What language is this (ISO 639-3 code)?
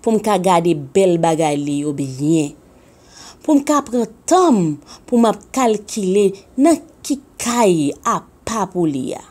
hat